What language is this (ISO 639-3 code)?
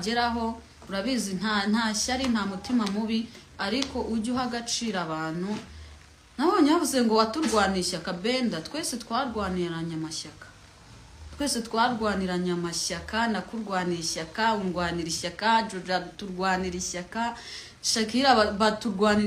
kin